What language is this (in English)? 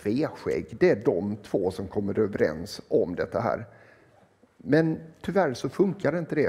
Swedish